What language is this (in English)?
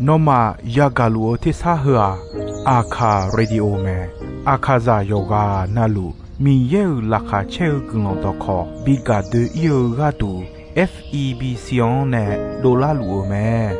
Akha